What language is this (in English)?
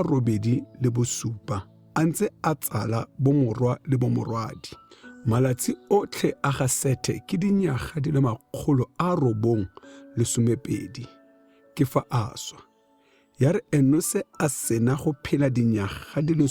Tswana